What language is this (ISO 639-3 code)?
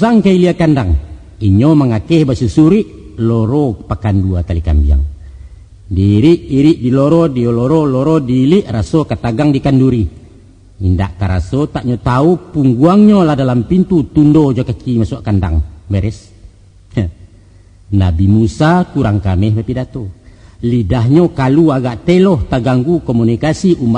min